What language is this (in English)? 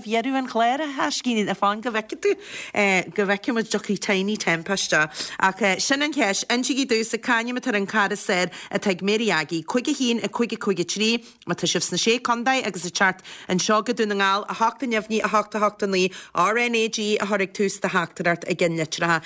Irish